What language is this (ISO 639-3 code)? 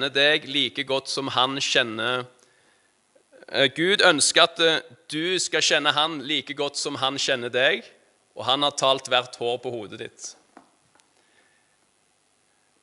nor